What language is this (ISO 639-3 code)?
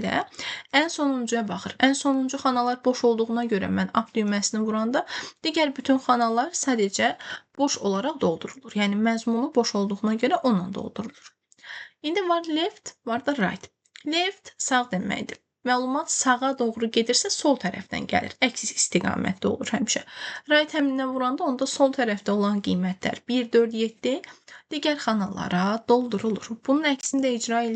aze